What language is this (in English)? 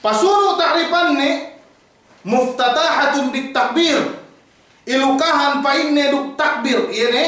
Yakan